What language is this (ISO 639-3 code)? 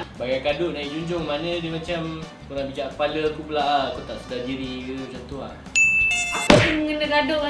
msa